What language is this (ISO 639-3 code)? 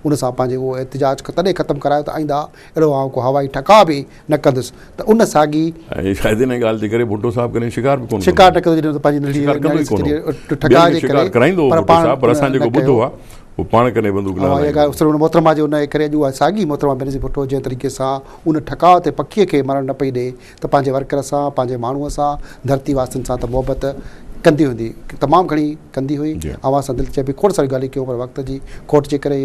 snd